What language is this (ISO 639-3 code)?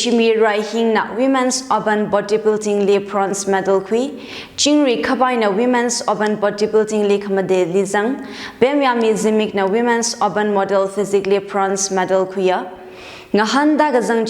nmf